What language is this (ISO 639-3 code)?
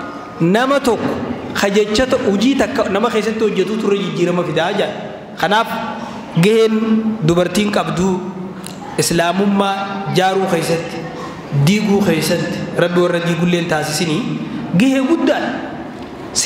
orm